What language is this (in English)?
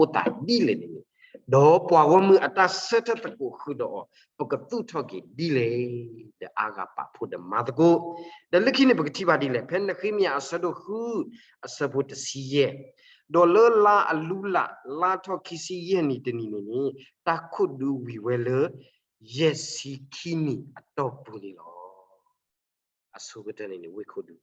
S'gaw Karen